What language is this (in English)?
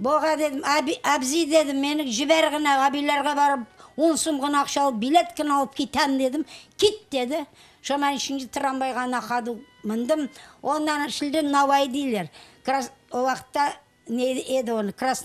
Crimean Tatar